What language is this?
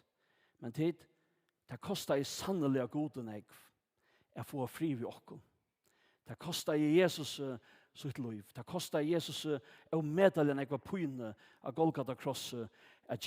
Faroese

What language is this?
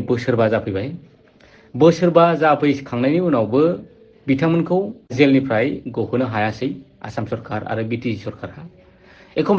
Bodo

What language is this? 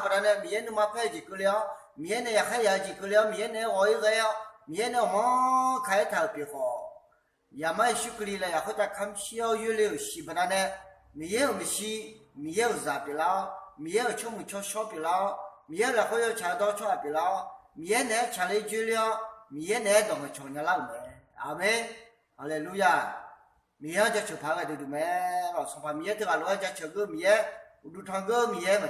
Akha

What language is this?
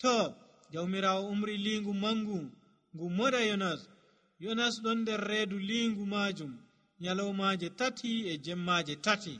Nigerian Fulfulde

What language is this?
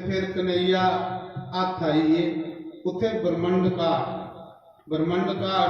Dogri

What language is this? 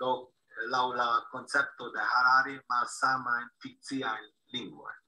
Esperanto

